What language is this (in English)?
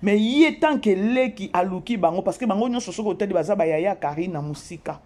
Lingala